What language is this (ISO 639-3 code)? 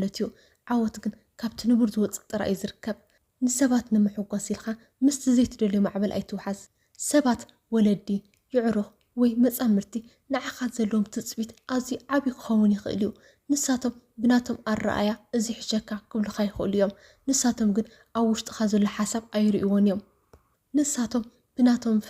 tir